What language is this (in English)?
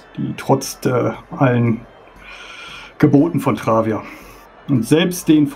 German